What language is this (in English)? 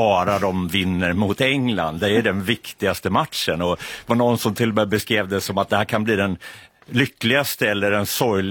Swedish